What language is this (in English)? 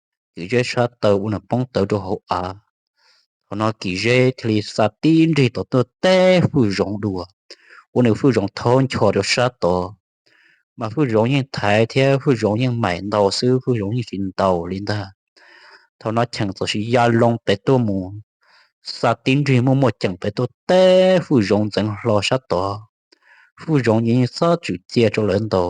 Hmong